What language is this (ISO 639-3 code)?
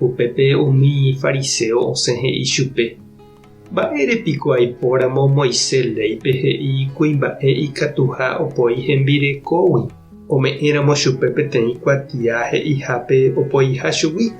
grn